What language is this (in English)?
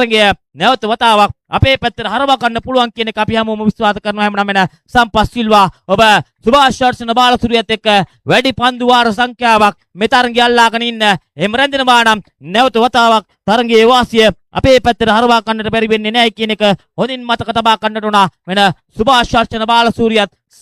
Sinhala